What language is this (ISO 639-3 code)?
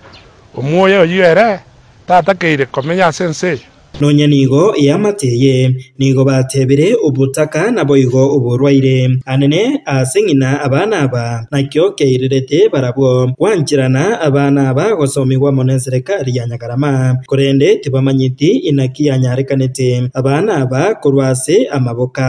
guz